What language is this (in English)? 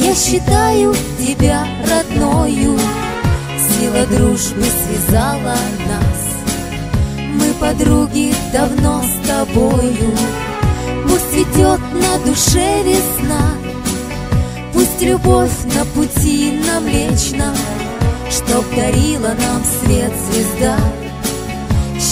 Russian